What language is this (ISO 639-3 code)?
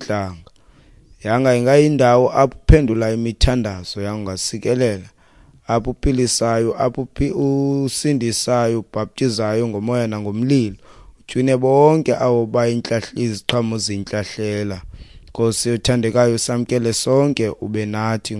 xho